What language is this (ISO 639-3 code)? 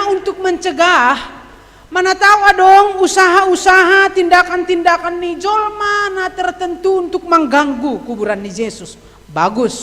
bts